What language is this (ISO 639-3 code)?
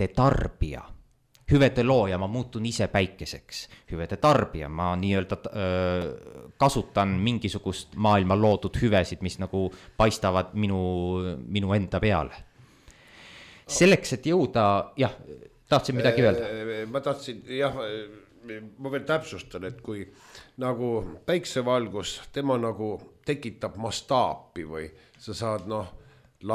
est